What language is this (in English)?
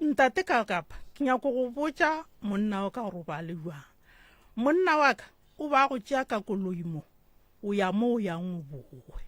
Northern Sotho